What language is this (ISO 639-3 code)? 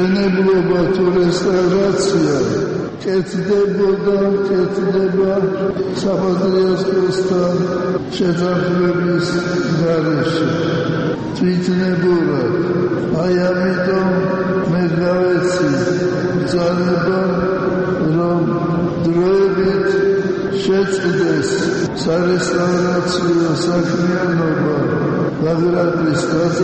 kat